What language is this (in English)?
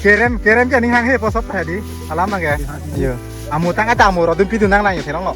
Karbi